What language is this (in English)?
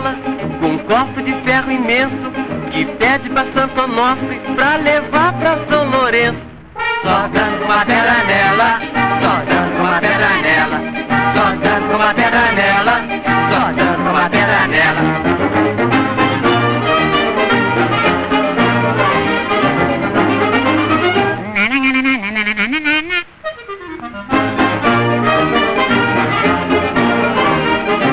Portuguese